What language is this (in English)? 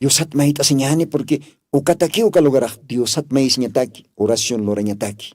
Aymara